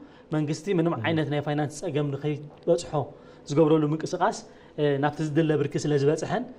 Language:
Tigrinya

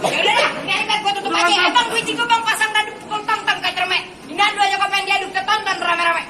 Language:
Betawi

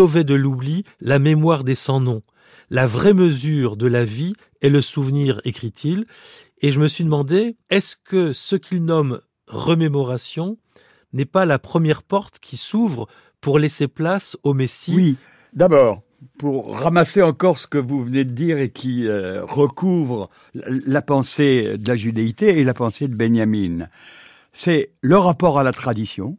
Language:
French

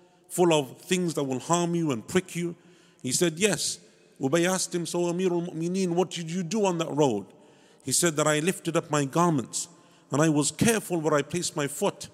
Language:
English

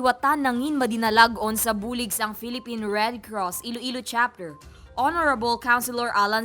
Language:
Hiligaynon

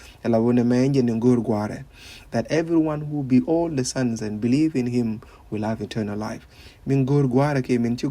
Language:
Nuer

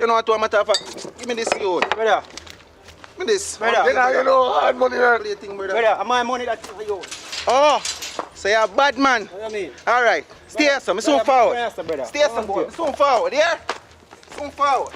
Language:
Jamaican Creole English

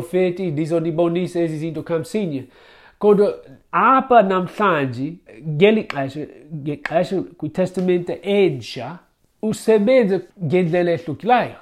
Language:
Xhosa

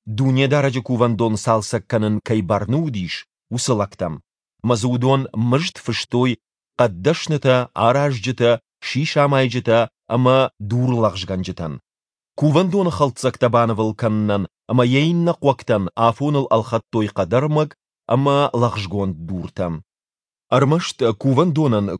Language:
Ossetic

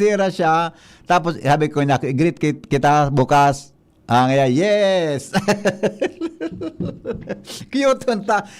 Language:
Bikol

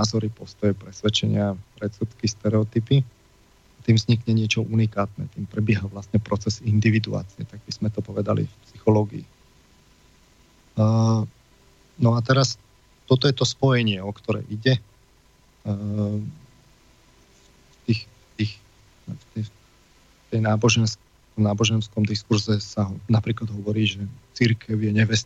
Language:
Slovak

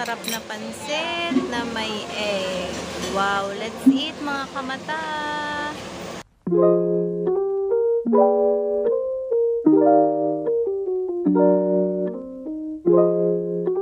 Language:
Filipino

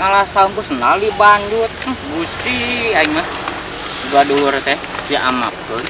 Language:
Sundanese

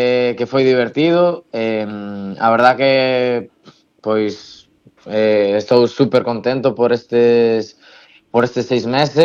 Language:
Galician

